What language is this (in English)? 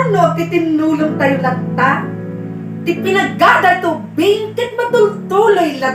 Iloko